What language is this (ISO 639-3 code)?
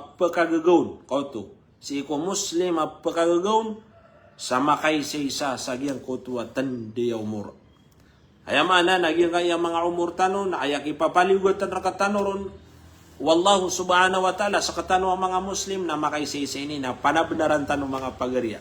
mrw